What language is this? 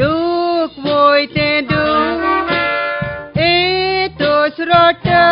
Konkani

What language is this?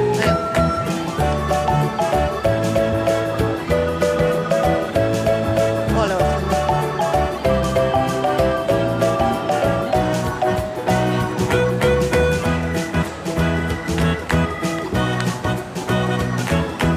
Indonesian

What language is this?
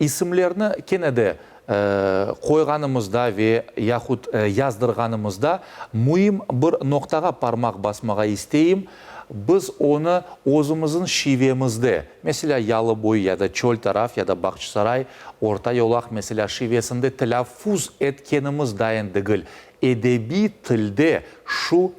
Crimean Tatar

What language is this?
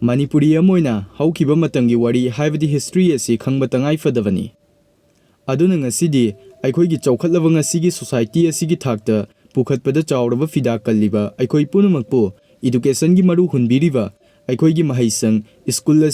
Manipuri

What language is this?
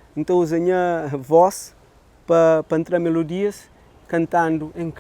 Kabuverdianu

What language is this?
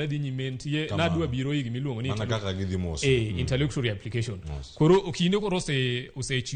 Luo (Kenya and Tanzania)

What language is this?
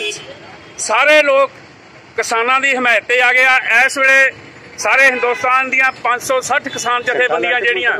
Punjabi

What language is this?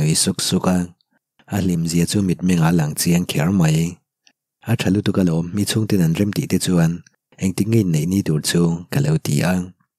Mizo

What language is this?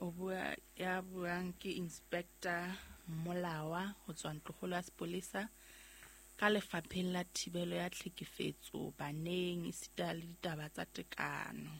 Southern Sotho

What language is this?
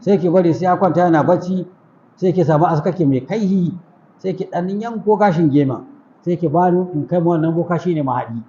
Hausa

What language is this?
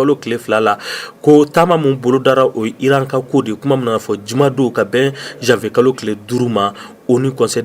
Bambara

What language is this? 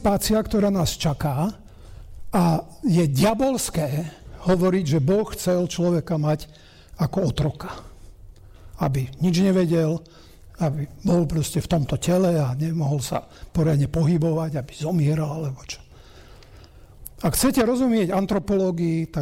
Slovak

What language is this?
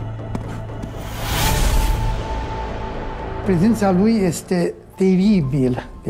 Romanian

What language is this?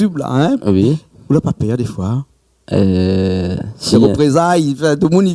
Réunion Creole French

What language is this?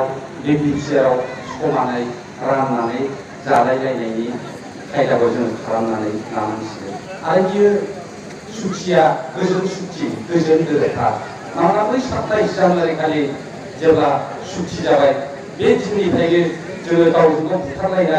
Bodo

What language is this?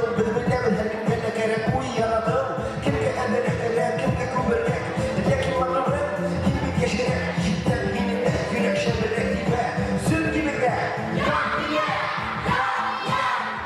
Bashkir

